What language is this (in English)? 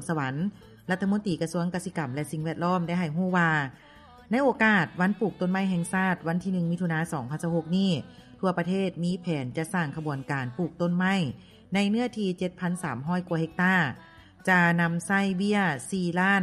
Lao